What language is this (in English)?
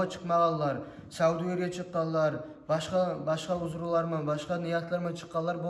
Kumyk